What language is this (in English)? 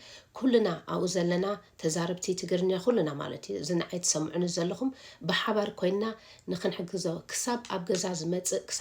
Tigrinya